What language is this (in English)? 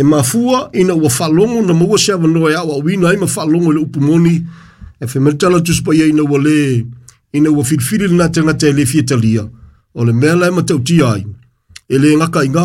Samoan